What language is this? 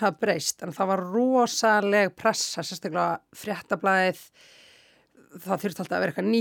Icelandic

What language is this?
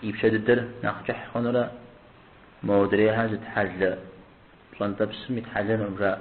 Kabardian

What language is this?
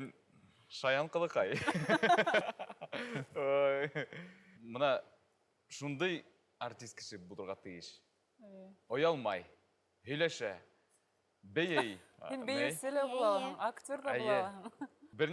Bashkir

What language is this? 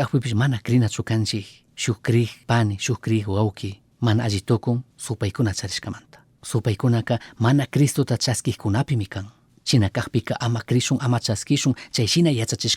Chimborazo Highland Quichua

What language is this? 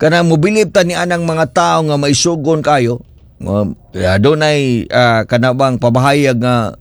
Cebuano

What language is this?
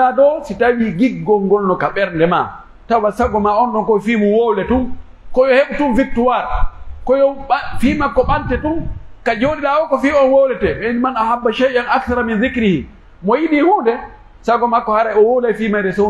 Pular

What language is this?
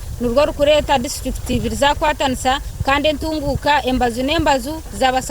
Nyankole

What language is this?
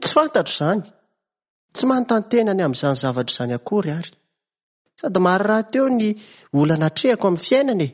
Malagasy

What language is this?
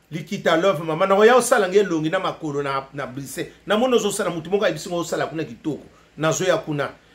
Lingala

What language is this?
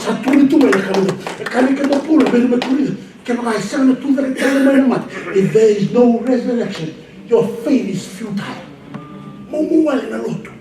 Fijian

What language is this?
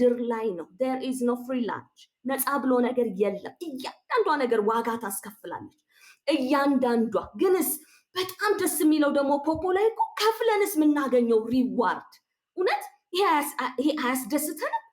Amharic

